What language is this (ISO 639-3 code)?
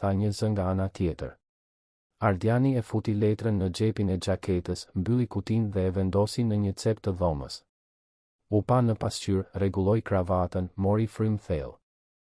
sqi